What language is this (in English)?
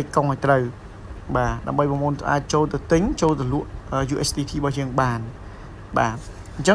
Khmer